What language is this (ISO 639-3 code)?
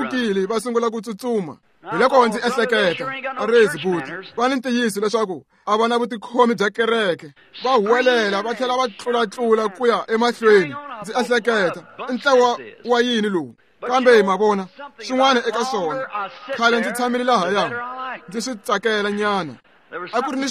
tso